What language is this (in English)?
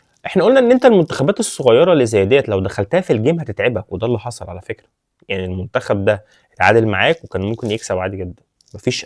Egyptian Arabic